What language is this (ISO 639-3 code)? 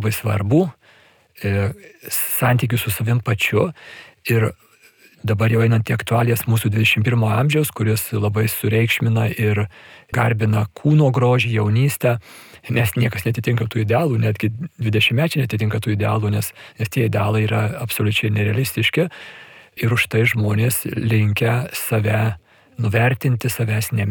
lit